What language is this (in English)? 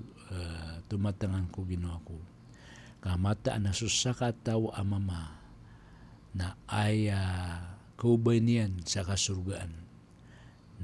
Maranao